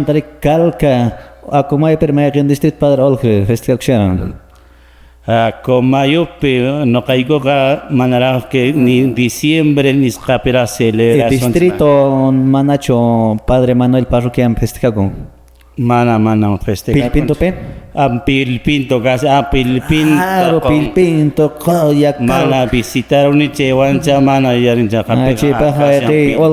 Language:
Quechua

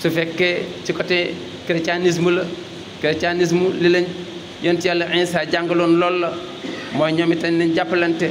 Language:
Wolof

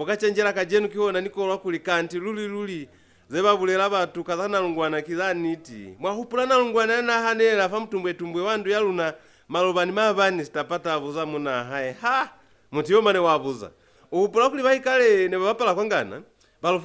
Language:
Lozi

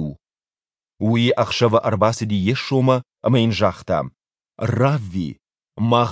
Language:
Ossetic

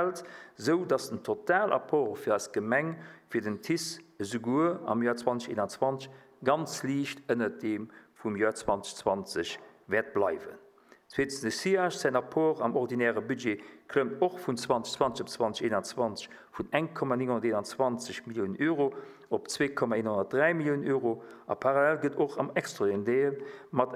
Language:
Luxembourgish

